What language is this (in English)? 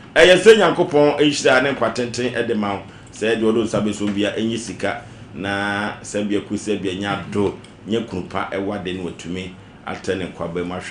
Akan